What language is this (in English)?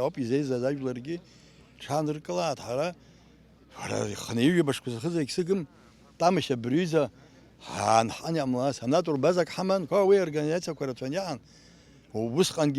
Abkhazian